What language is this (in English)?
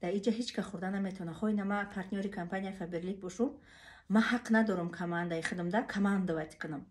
Tajik